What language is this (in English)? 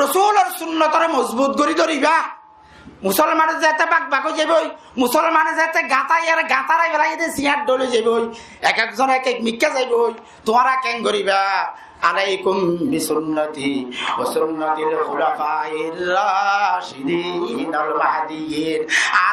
Rohingya